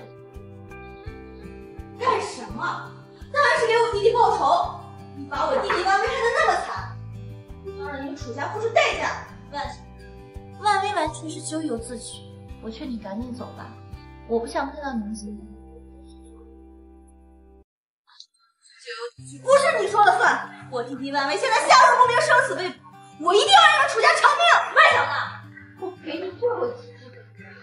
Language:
Chinese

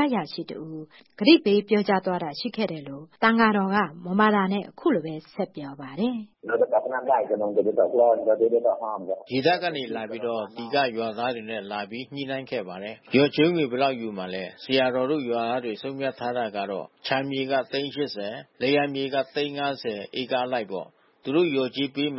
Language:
Burmese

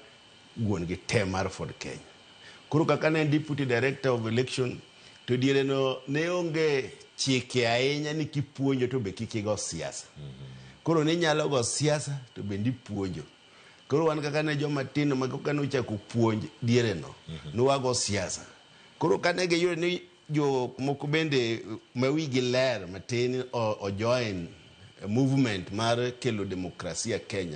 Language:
Luo (Kenya and Tanzania)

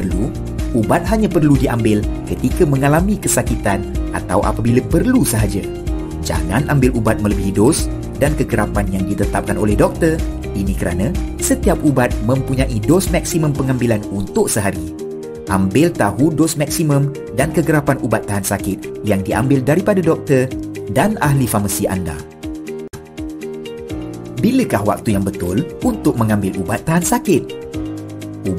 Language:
Malay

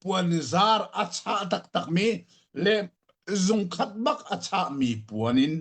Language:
Hakha Chin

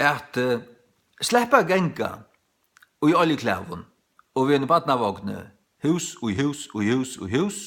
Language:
Faroese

